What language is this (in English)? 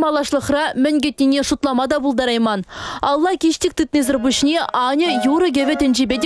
Chuvash